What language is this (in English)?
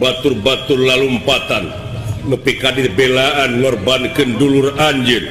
Sundanese